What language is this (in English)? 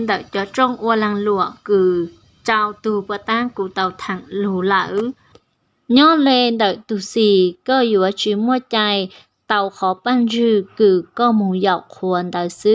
Hmong